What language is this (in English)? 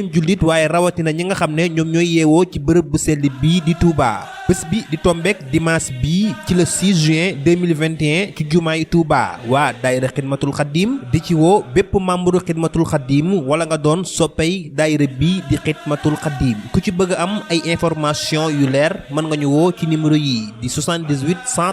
Wolof